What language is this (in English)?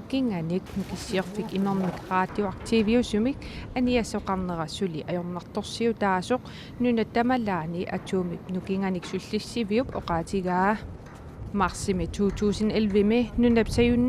Kalaallisut